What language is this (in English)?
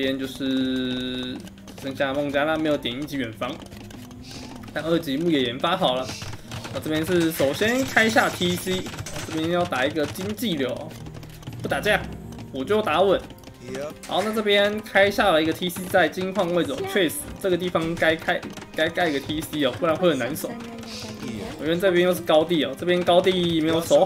Chinese